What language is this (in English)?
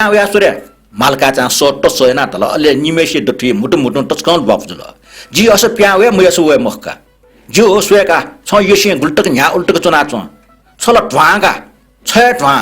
Newari